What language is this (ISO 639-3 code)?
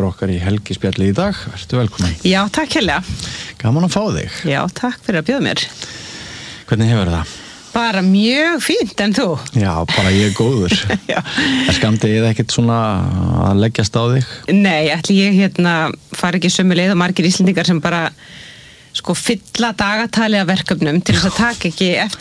isl